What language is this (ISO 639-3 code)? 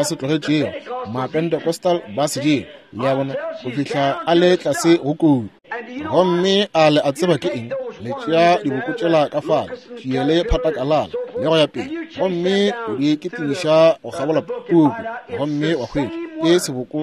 nso